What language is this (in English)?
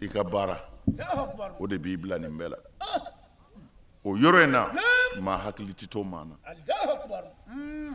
Bambara